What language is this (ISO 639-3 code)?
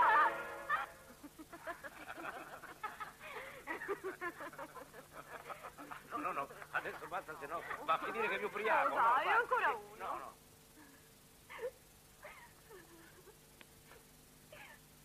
ita